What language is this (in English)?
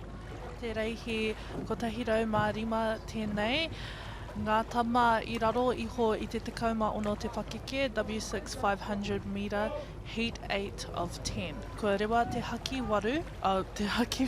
Māori